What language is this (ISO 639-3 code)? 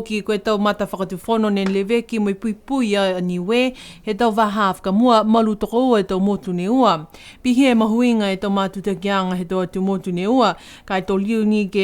niu